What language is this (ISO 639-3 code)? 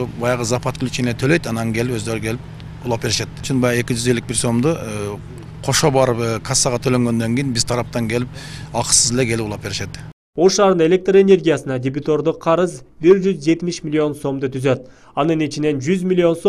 kir